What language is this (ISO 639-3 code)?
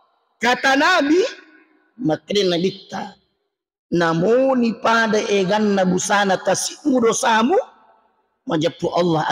bug